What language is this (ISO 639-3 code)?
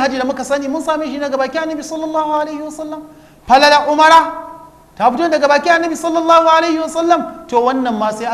hau